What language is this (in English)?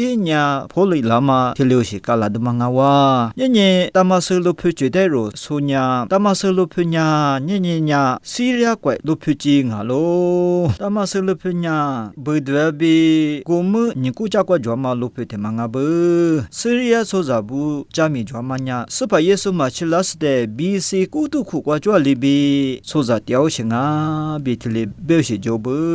Lisu